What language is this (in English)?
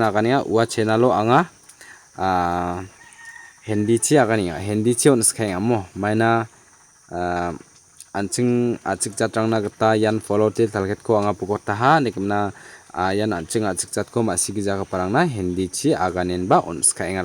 Garo